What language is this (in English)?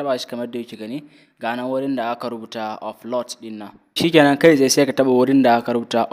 Hausa